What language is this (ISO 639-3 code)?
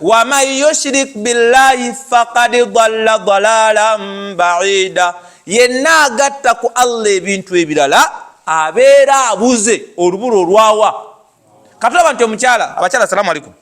lug